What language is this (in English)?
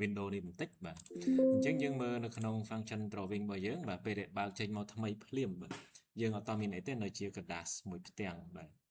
Khmer